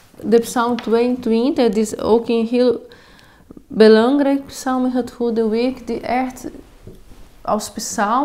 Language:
Dutch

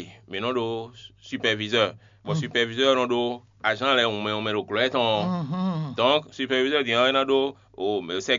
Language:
Fon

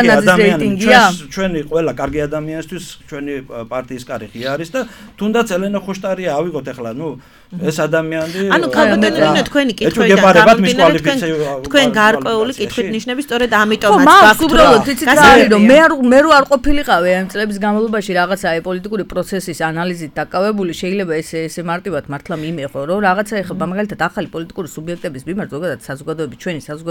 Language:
Georgian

